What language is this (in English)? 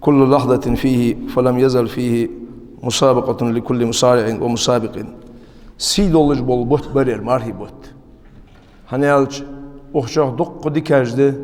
Ingush